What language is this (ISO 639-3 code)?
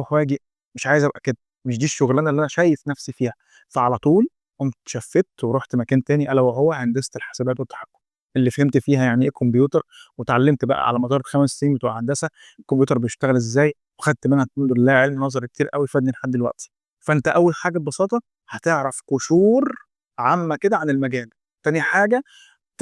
arz